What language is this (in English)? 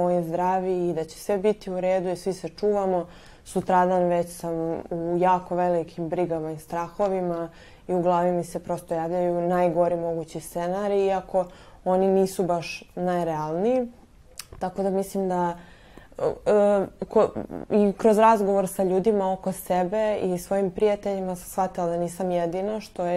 Serbian